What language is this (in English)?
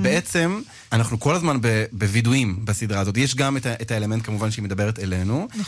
Hebrew